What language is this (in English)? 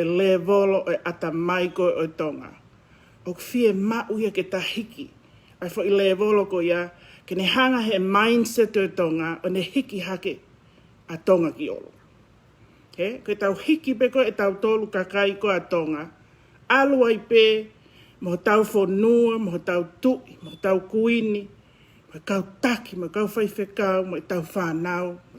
Tongan